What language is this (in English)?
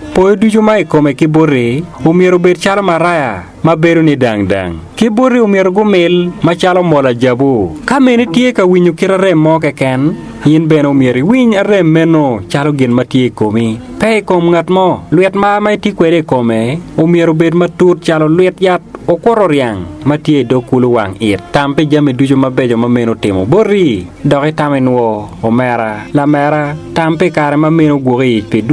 Acoli